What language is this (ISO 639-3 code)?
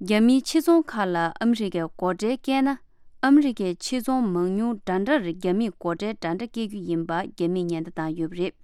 bod